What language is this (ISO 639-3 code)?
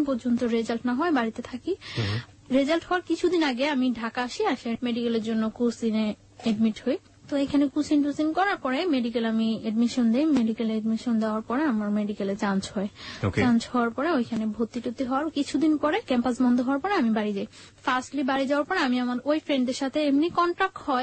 ben